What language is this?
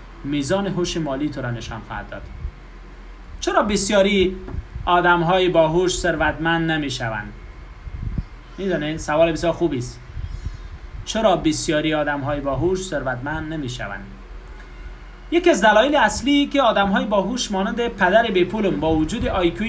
Persian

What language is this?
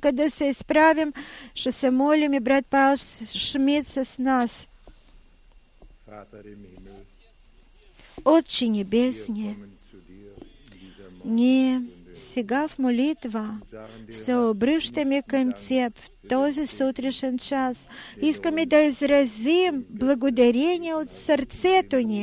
Bulgarian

